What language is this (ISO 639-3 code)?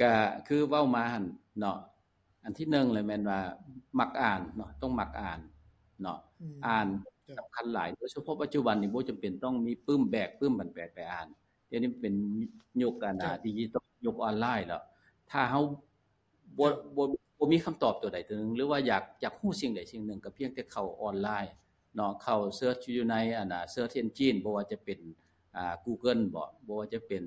lao